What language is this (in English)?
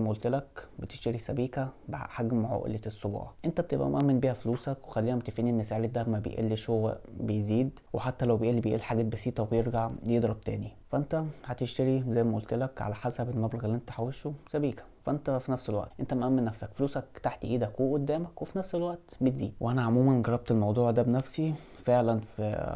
Egyptian Arabic